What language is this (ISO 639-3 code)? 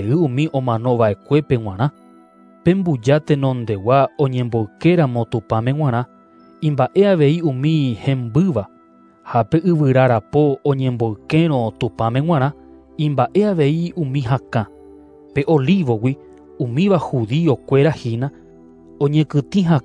grn